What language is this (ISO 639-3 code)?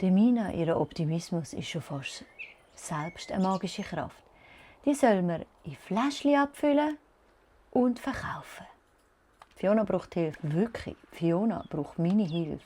gsw